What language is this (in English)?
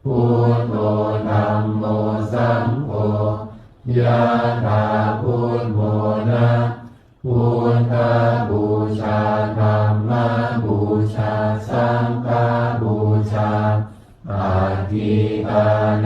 Pali